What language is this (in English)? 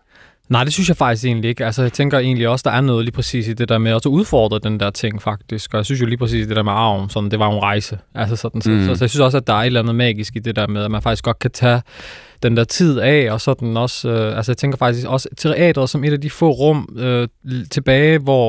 Danish